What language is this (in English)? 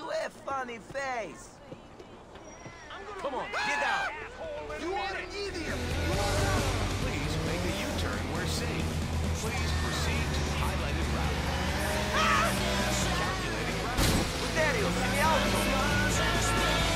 English